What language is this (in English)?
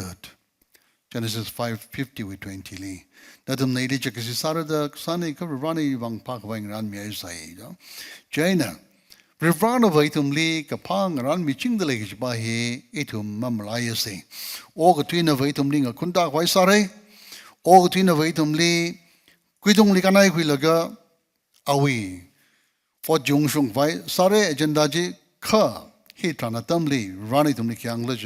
Tangkhul Naga (India)